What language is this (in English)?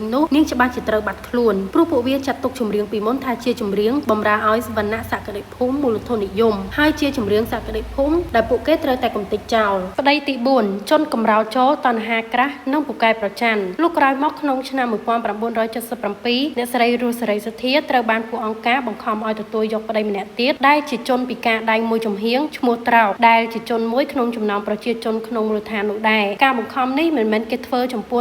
Khmer